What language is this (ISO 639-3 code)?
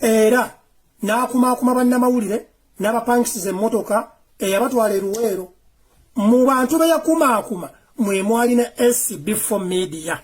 lug